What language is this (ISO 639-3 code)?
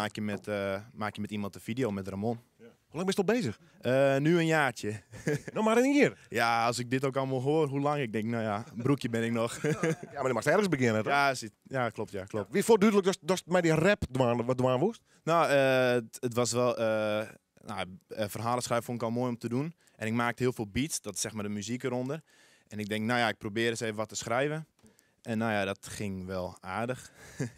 fry